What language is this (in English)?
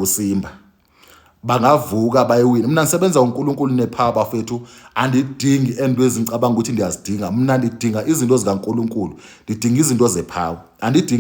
Zulu